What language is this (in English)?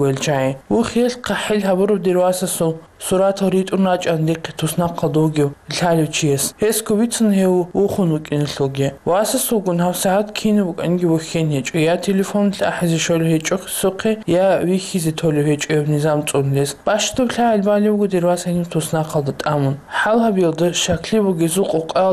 Avaric